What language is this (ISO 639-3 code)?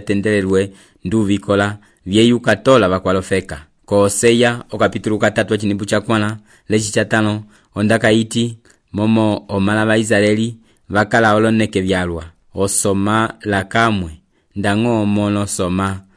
umb